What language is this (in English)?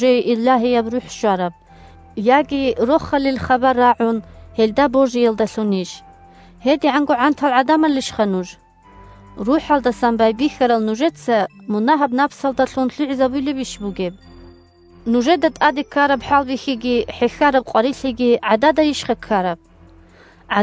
Avaric